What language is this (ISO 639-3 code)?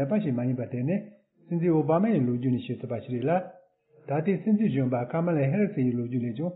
bod